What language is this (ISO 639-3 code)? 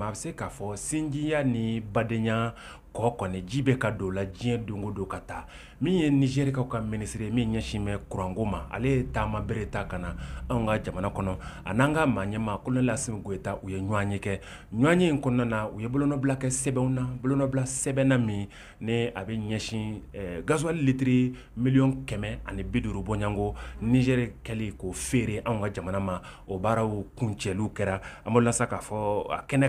bam